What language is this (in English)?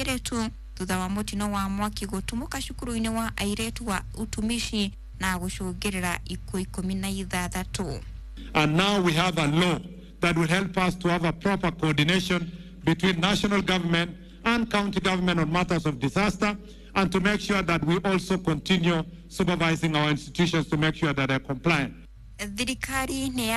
Kikuyu